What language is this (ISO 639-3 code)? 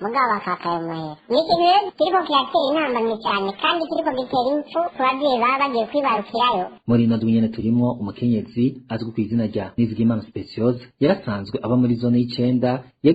run